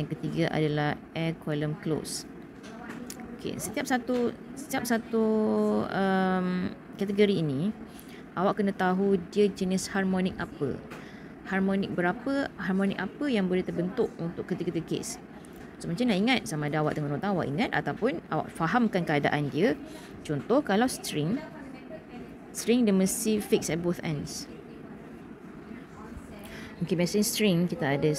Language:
Malay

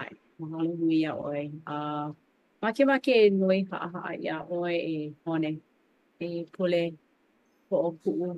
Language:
Hawaiian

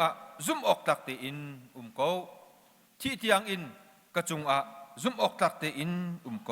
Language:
Hakha Chin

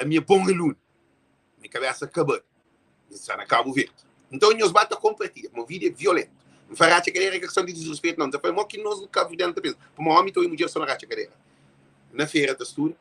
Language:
Kabuverdianu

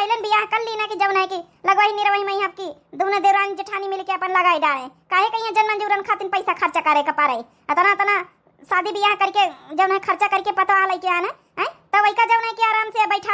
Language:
Awadhi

